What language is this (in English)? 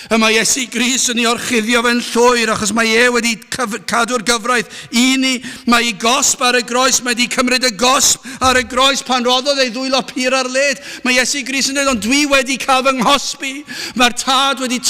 Welsh